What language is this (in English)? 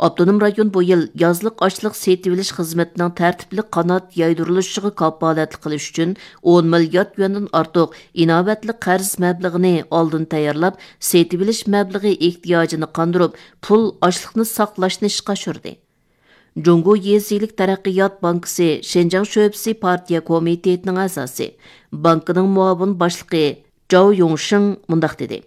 Uyghur